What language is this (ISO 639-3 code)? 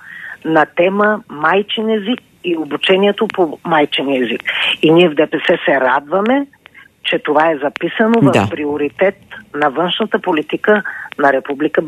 bul